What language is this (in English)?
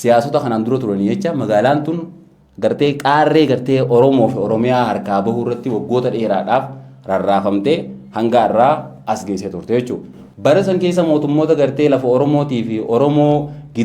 Oromo